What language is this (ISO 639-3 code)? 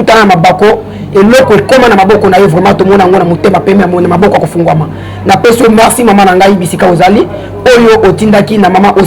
lin